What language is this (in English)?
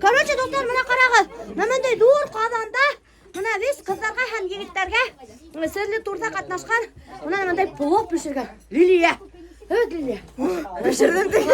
Bashkir